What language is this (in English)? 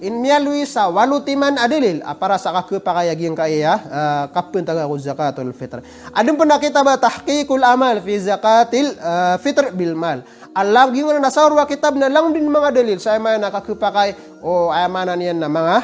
Maranao